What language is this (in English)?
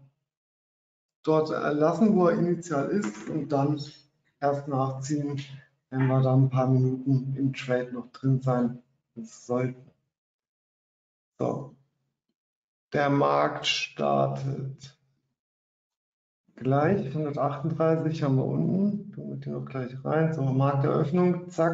German